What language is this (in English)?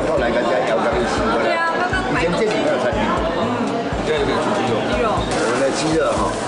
Chinese